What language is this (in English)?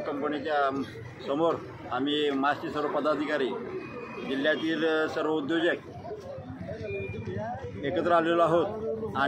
Marathi